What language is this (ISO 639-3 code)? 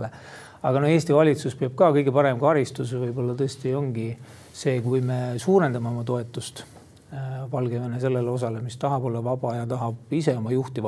est